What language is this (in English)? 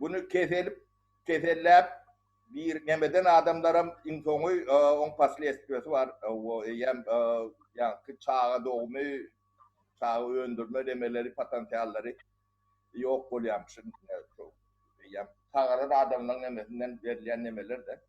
Turkmen